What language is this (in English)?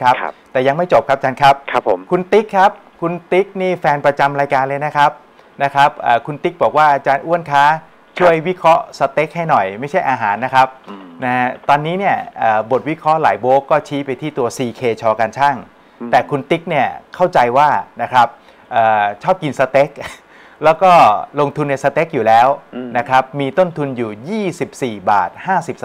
Thai